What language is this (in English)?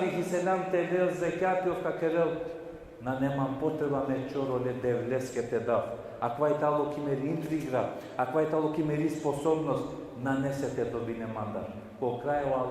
Balkan Romani